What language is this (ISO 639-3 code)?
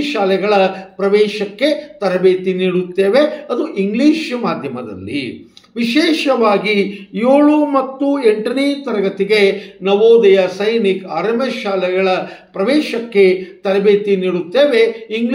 kan